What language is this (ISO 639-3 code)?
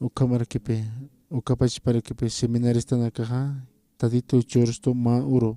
aym